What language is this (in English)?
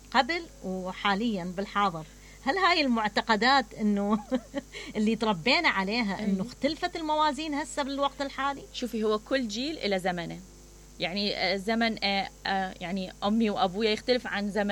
Mesopotamian Arabic